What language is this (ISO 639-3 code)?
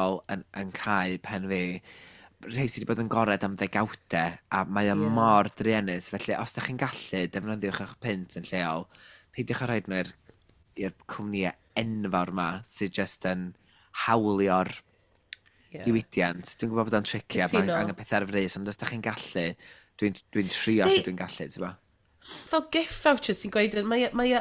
cym